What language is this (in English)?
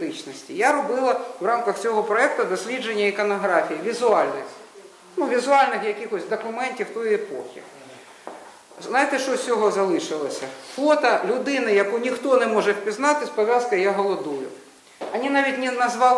Ukrainian